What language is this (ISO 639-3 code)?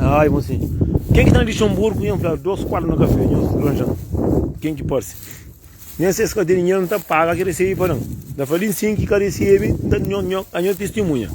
kea